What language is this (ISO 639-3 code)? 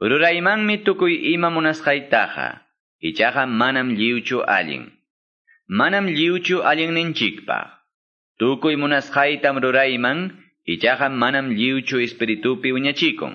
que